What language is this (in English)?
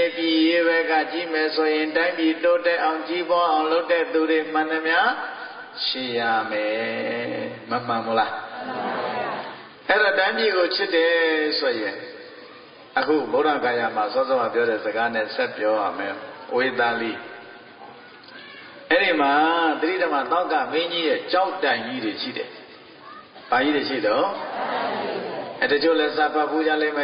Burmese